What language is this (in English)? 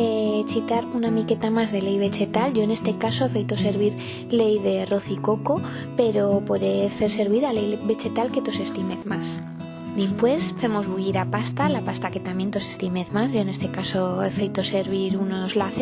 Aragonese